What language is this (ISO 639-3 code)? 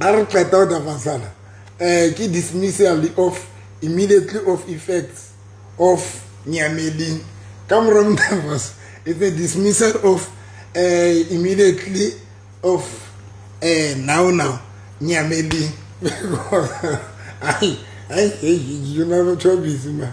sot